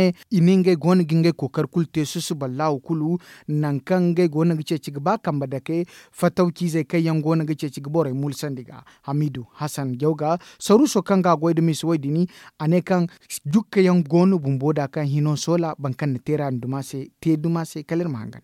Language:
Zarma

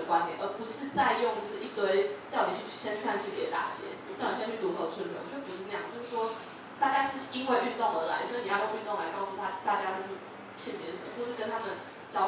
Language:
Chinese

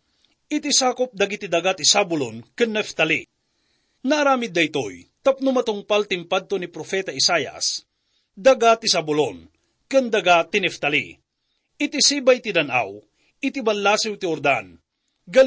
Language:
Iloko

